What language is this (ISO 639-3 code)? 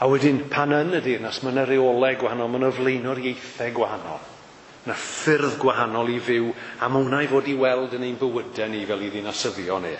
cym